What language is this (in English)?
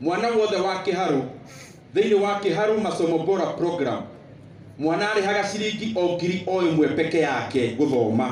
Kikuyu